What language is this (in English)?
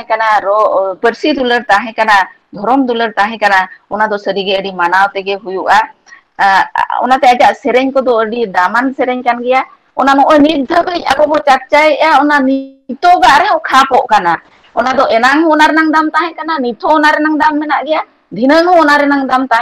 Santali